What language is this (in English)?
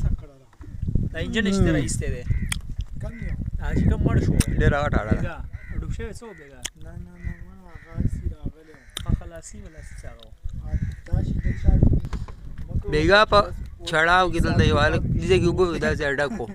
Pashto